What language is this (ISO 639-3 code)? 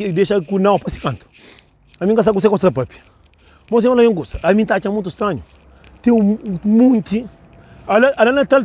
kea